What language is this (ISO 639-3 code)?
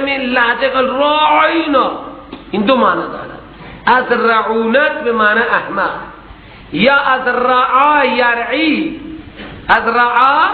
fas